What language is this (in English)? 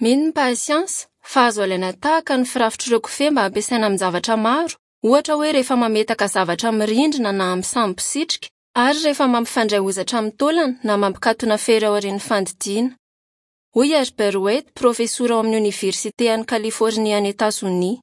Malagasy